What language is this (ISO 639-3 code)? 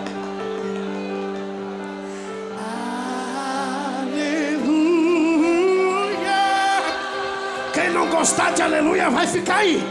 por